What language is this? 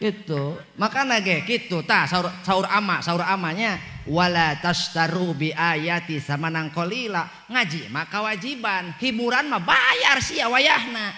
Sundanese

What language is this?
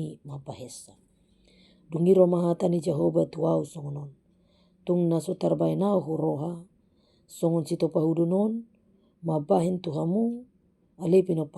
Batak Toba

